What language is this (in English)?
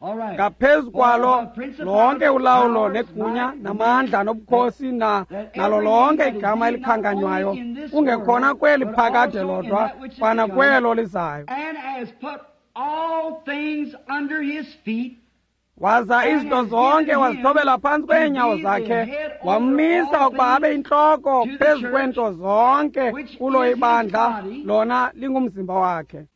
Xhosa